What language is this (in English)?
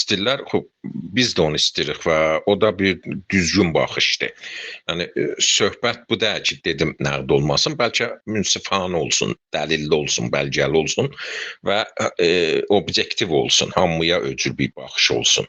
South Azerbaijani